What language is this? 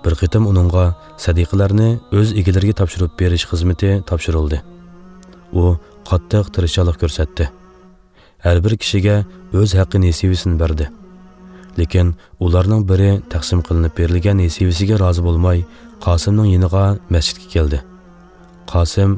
Uyghur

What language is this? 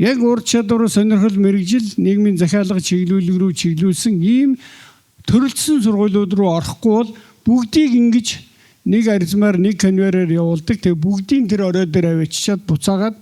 Mongolian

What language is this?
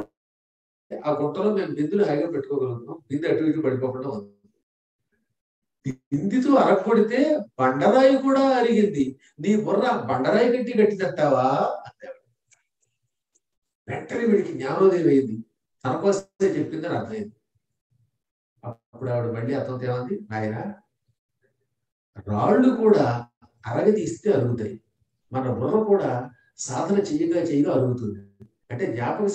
Telugu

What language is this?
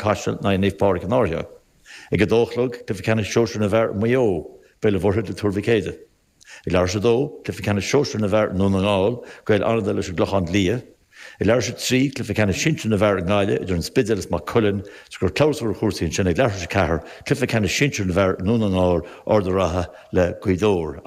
Irish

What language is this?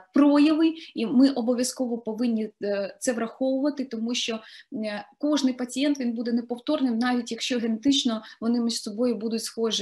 Ukrainian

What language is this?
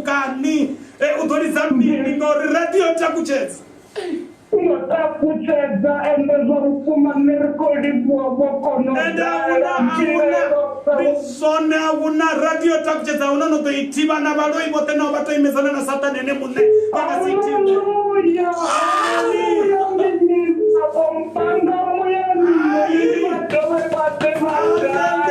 Venda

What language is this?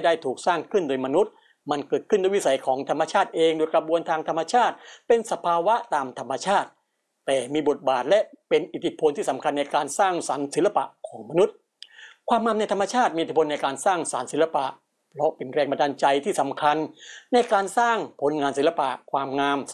Thai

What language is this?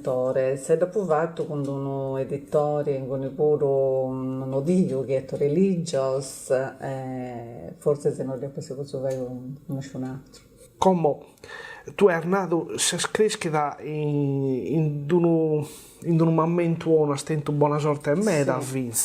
Sardinian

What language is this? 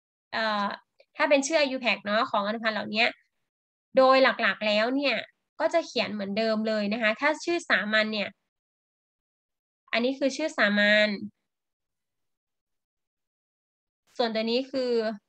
Thai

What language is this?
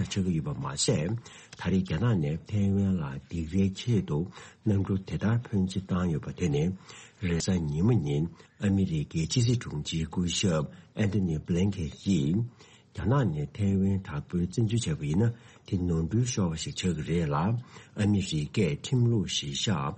Tibetan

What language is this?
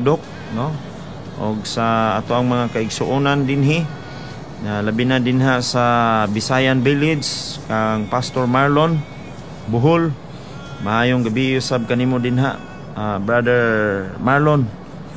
Cebuano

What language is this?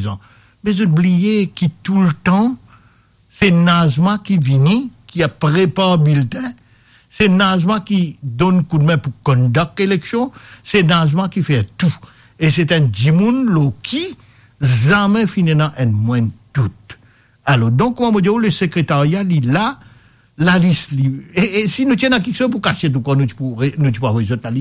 Morisyen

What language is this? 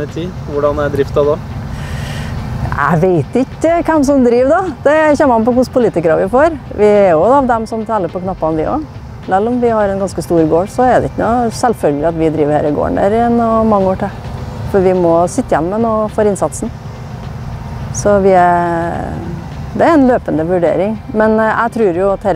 Norwegian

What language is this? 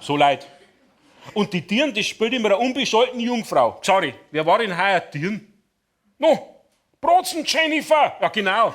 Bavarian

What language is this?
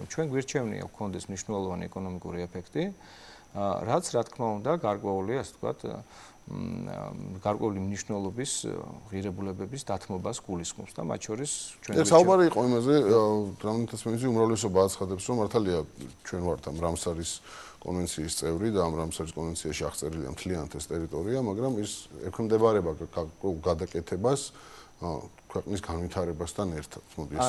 Georgian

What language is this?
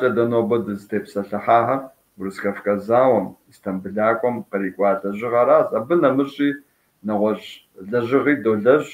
Kabardian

